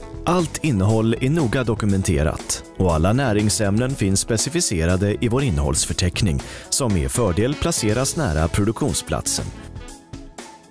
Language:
Swedish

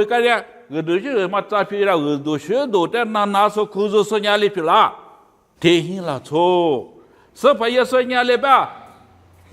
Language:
Lisu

